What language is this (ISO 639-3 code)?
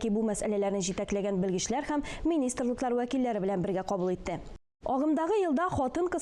tat